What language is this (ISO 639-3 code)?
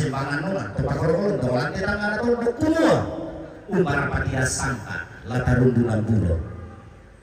sda